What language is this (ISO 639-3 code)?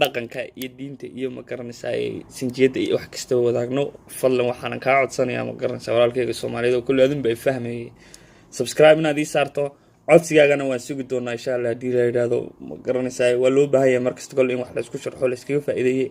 som